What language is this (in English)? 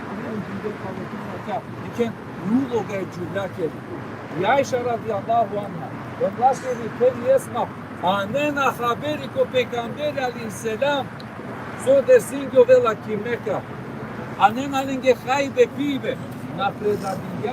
Balkan Romani